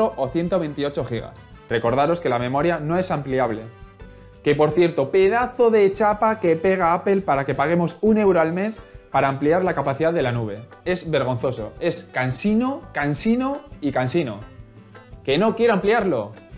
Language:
Spanish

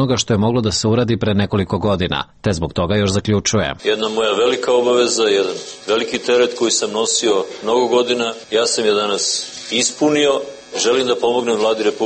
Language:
Serbian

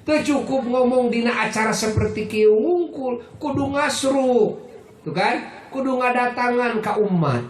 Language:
Sundanese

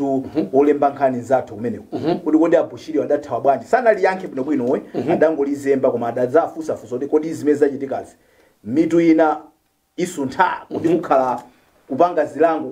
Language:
Nyanja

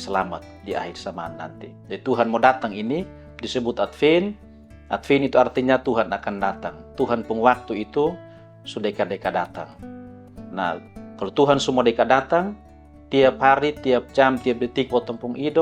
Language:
Kupang Malay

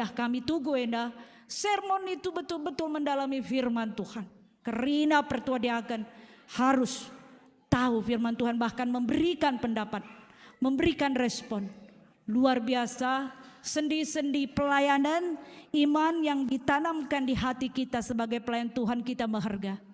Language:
Batak Karo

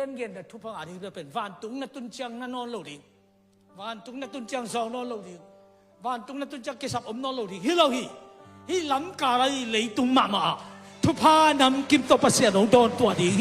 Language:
Tedim Chin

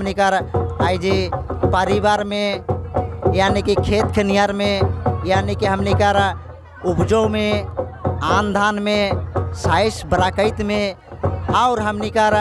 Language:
Sadri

